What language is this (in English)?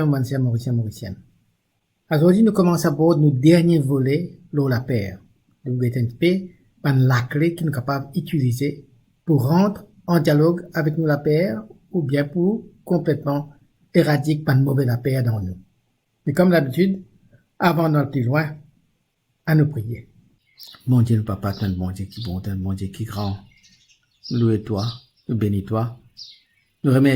Morisyen